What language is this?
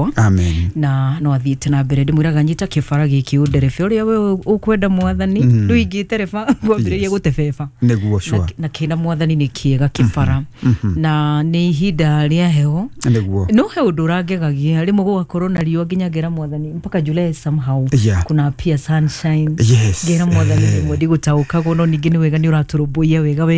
Kikuyu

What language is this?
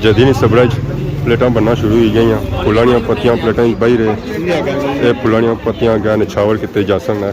Pahari-Potwari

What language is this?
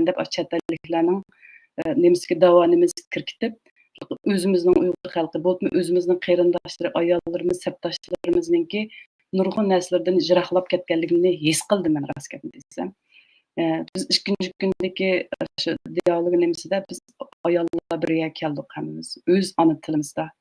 Uyghur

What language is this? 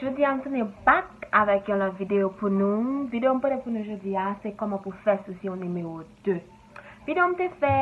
Haitian Creole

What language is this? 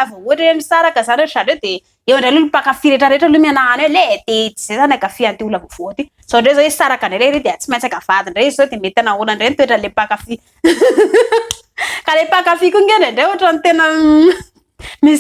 Malagasy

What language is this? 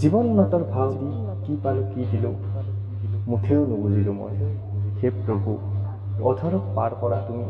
Assamese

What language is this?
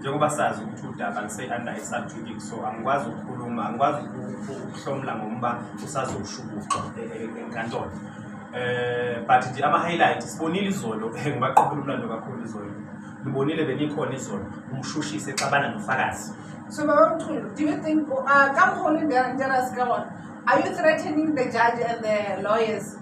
Zulu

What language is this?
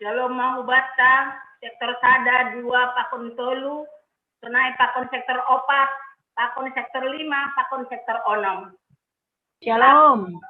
Batak Simalungun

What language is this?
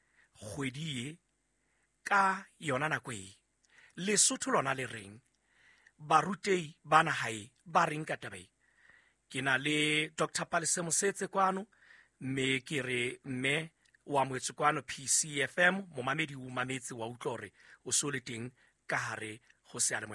Southern Sotho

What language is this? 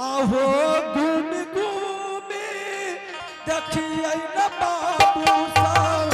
Angika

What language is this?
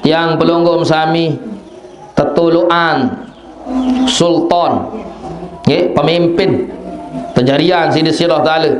Sasak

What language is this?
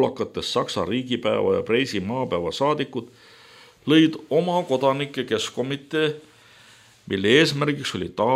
Estonian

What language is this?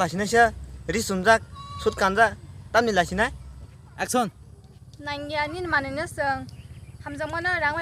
Kok Borok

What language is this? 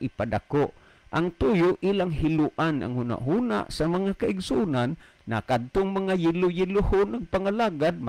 Cebuano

